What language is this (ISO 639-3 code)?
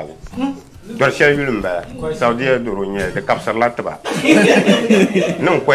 dag